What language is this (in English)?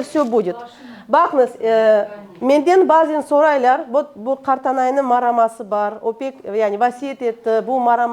Crimean Tatar